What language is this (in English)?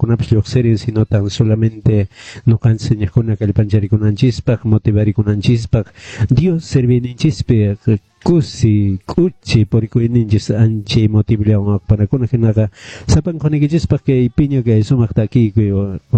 Quechua